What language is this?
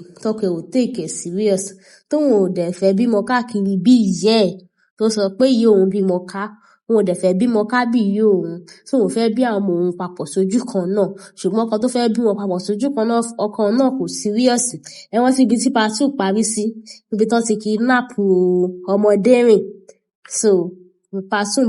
Yoruba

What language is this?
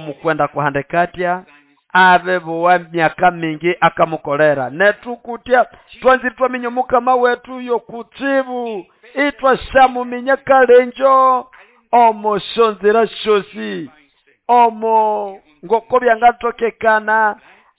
Nande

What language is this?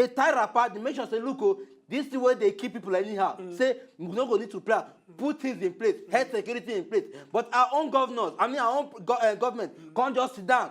Nigerian Pidgin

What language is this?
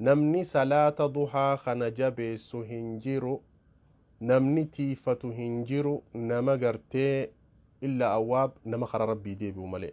Oromo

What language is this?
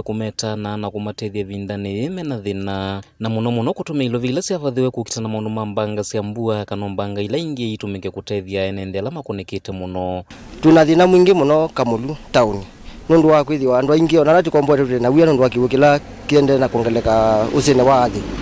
Kamba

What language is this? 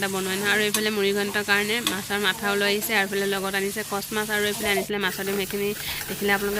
Assamese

